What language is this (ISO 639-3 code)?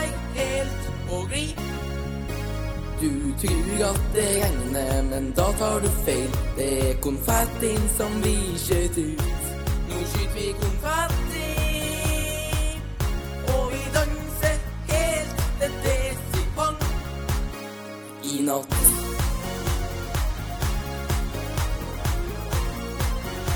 nor